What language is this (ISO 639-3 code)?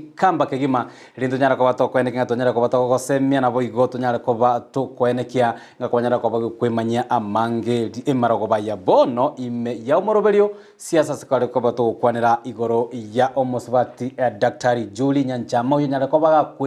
guz